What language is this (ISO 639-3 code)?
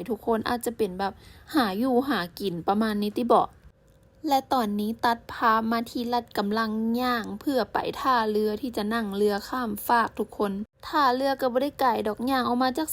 lao